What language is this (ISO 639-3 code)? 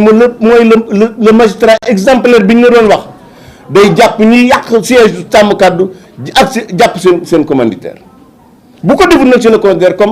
wol